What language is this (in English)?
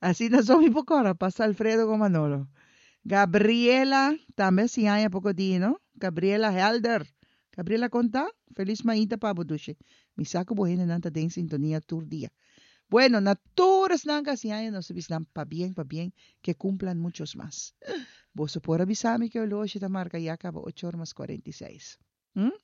Papiamento